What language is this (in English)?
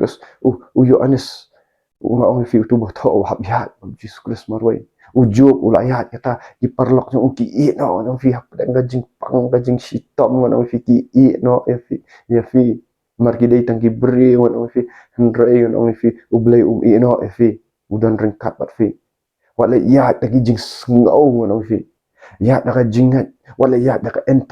Khasi